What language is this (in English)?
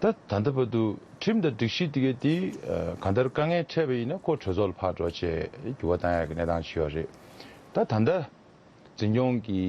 Tibetan